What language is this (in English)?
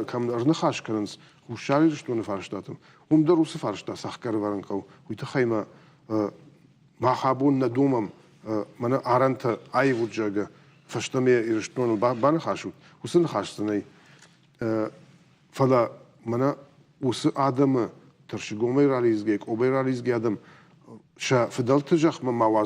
Ossetic